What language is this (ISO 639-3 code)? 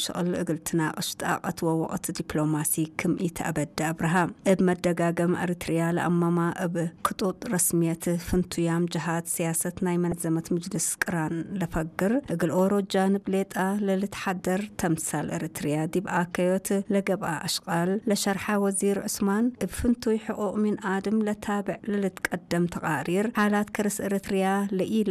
tig